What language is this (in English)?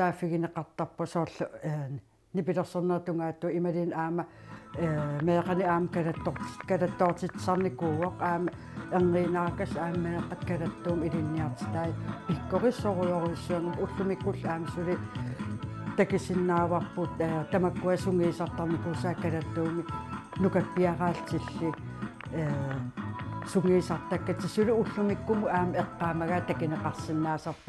Kalaallisut